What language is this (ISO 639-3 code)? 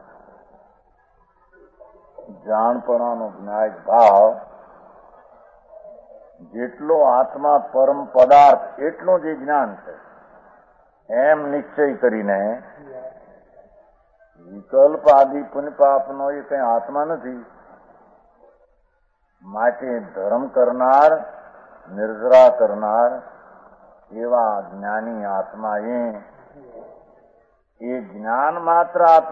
guj